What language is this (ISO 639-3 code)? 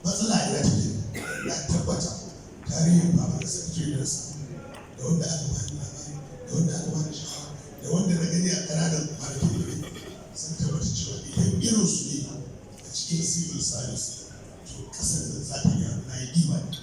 hau